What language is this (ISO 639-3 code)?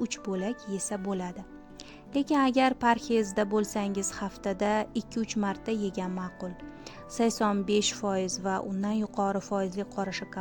uzb